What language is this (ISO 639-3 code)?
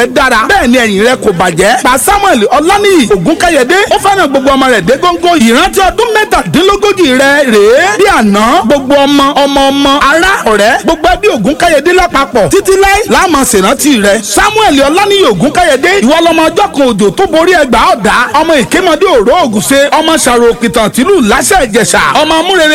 yor